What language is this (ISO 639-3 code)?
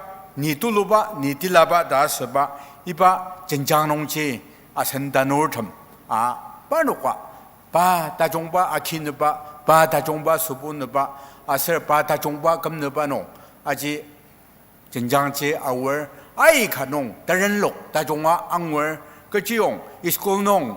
njo